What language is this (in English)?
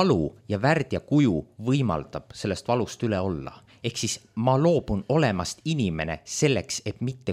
Estonian